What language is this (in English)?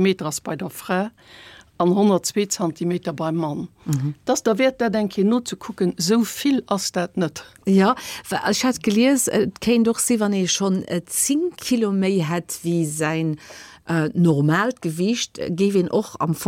Luxembourgish